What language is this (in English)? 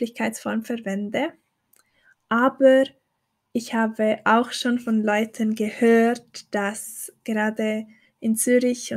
Swiss German